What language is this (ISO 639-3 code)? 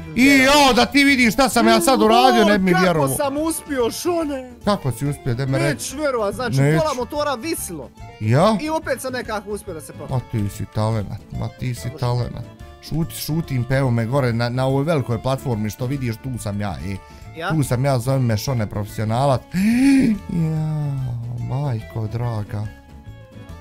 bos